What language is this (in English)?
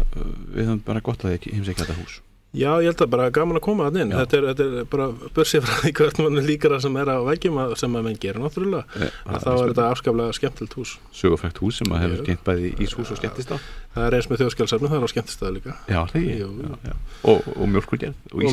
Icelandic